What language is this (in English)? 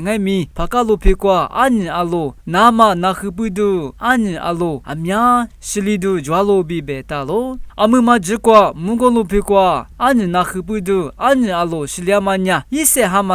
Lisu